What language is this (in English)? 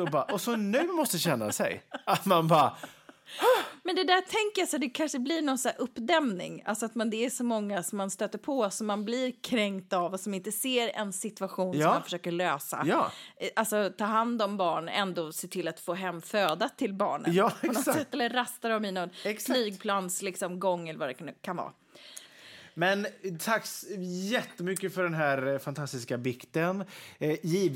Swedish